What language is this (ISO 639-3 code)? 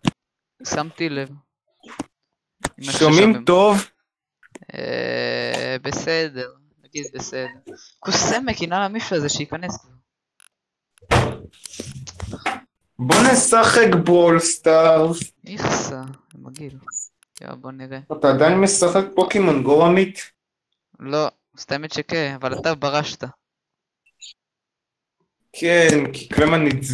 heb